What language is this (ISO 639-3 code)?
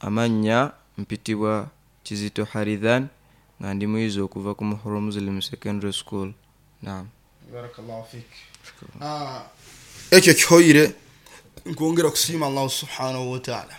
nyo